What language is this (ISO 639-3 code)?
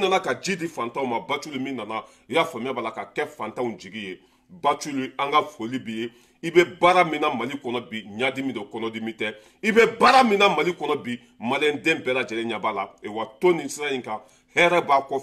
bam